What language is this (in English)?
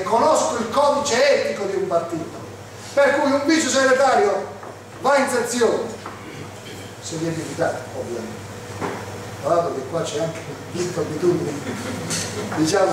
Italian